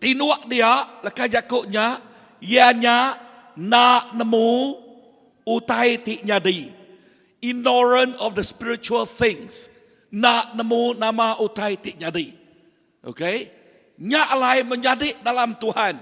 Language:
Iban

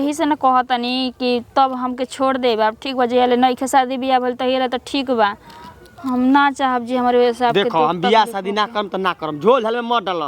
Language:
Bhojpuri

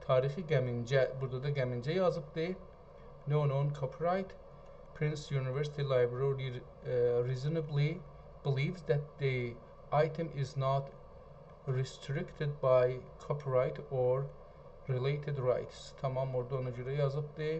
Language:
South Azerbaijani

